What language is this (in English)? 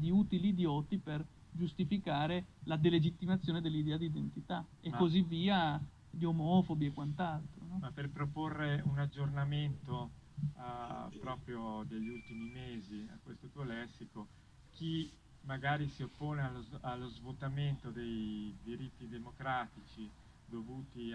Italian